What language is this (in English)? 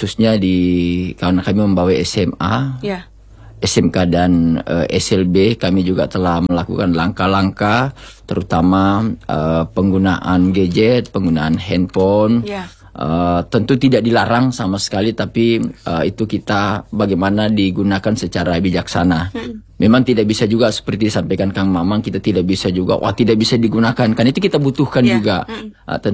Indonesian